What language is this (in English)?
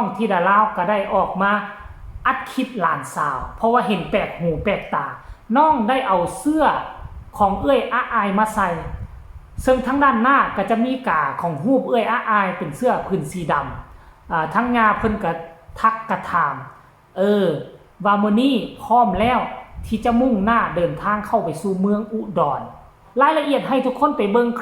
Northeastern Thai